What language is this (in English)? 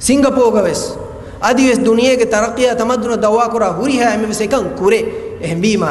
Divehi